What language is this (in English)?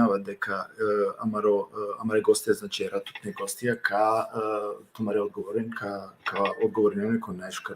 Balkan Romani